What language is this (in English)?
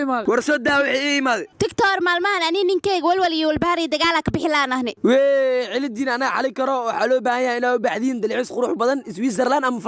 Somali